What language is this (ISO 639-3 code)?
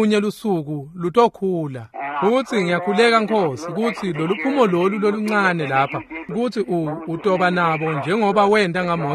ssw